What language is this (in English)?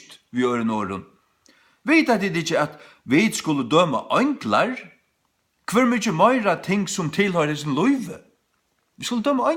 Faroese